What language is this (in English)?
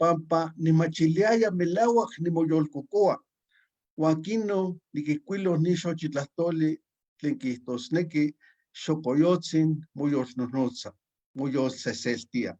Eastern Huasteca Nahuatl